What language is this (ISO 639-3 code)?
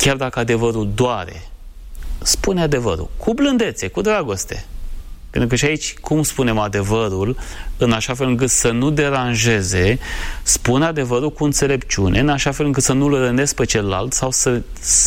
ron